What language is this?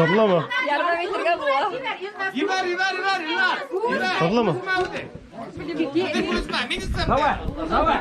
Bashkir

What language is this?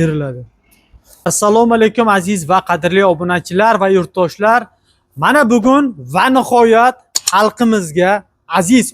Uzbek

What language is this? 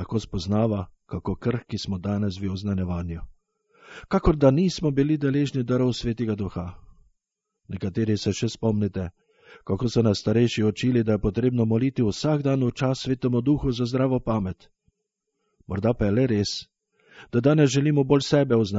Slovenian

